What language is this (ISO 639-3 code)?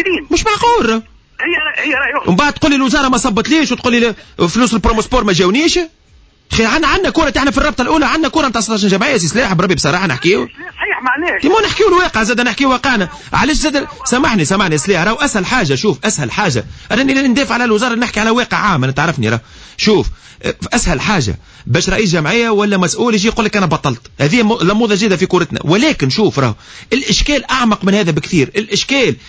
aeb